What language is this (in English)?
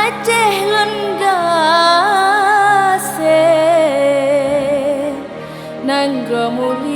Achinese